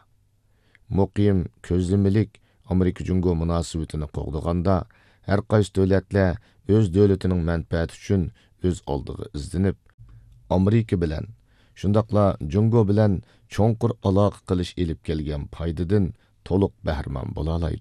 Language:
Uyghur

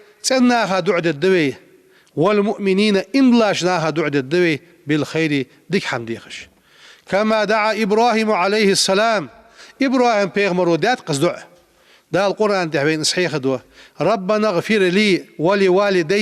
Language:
Ingush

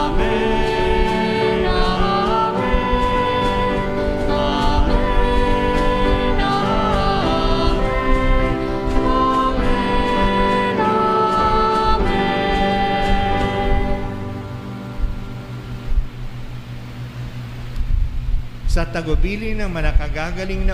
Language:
Filipino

